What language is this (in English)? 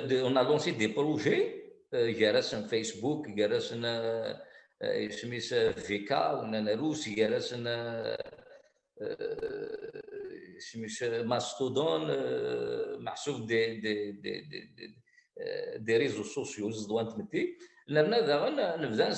Kabyle